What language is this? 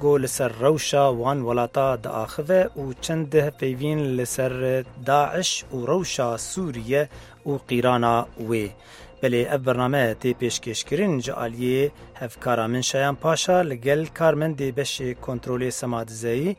Kurdish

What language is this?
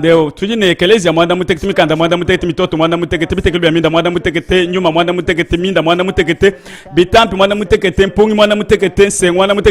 Luba-Lulua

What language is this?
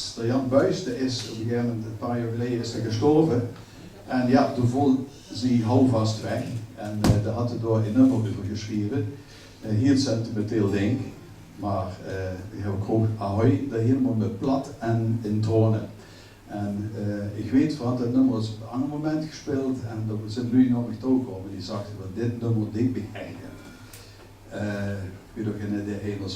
Limburgish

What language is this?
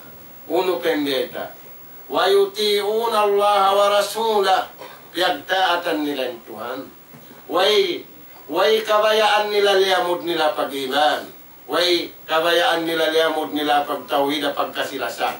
Tausug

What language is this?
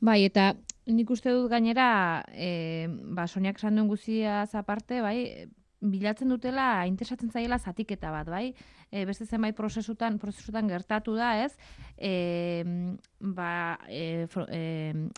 Basque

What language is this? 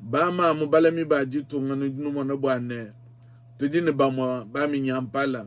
Luba-Lulua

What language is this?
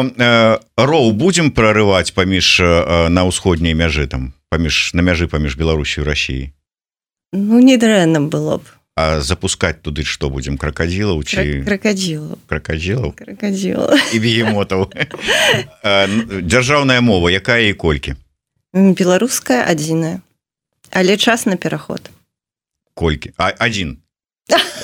Belarusian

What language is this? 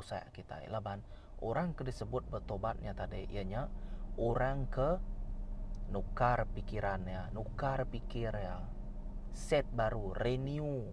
Iban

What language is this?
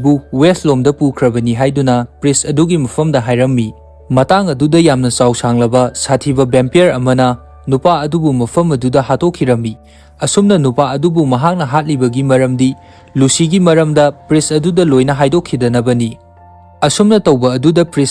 Manipuri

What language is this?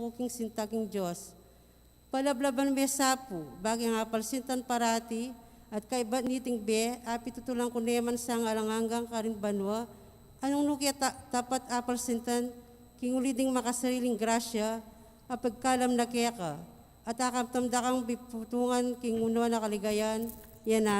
Pampanga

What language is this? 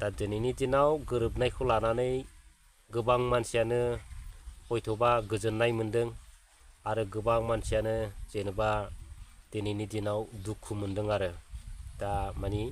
Bodo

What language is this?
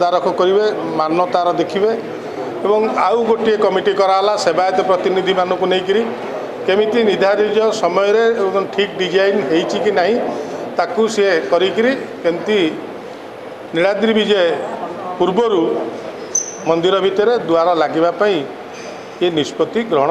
Odia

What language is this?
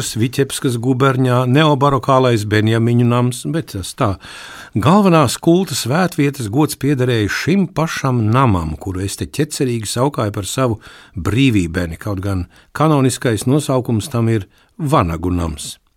Latvian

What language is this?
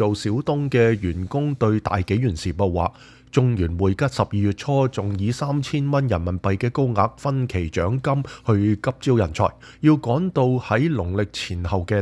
Cantonese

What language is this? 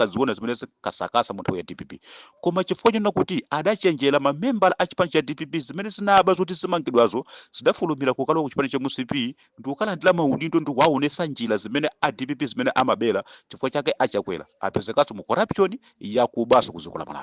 Nyanja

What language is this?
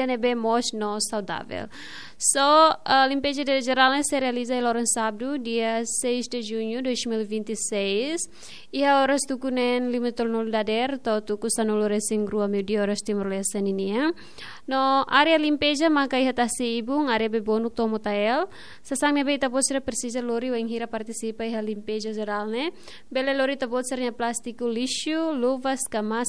Tetum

